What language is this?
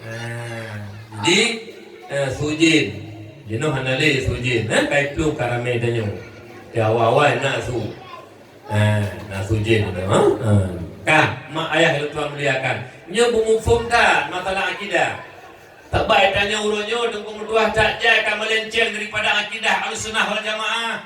Achinese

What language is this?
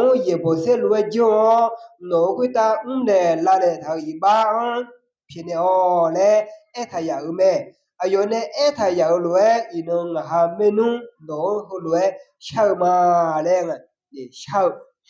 Akha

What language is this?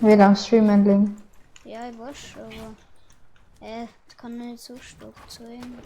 Bavarian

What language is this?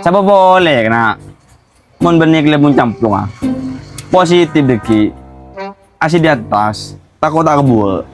Madurese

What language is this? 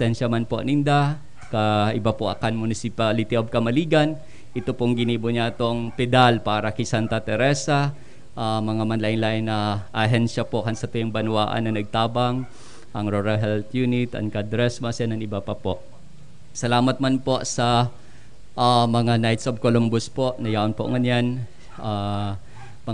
Bikol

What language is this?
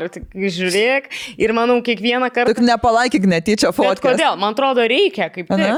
Lithuanian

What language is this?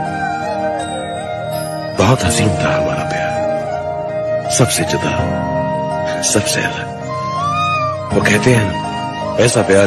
Hindi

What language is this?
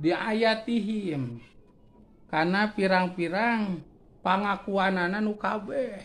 Sundanese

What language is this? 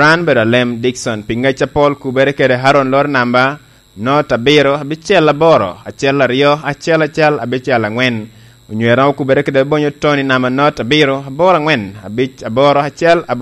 Lango (Uganda)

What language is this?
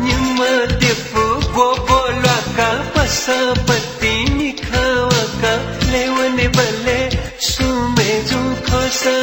Newari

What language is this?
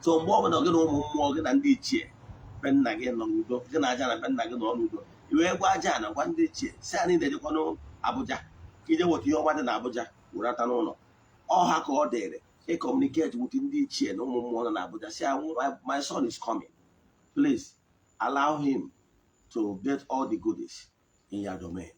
Igbo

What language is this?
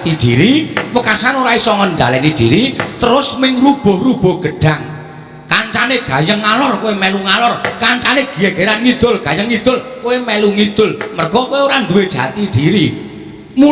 Javanese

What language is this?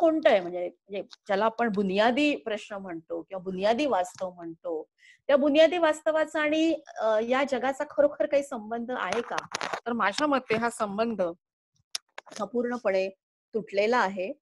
Marathi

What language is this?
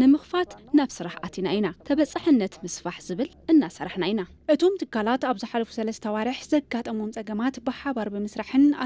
Tigrinya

